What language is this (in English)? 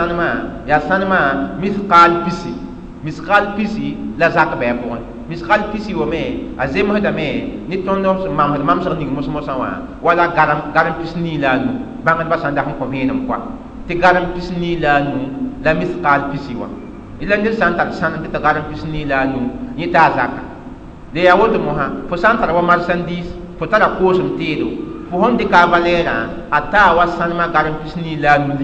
Mossi